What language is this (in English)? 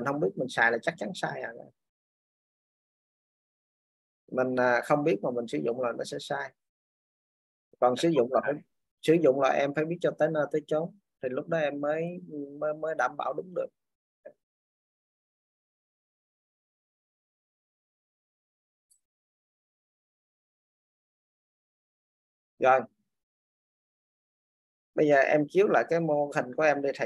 Vietnamese